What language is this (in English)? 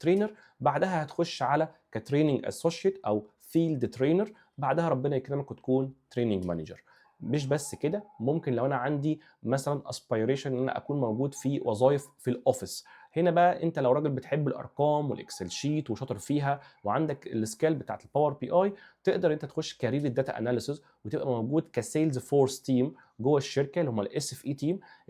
Egyptian Arabic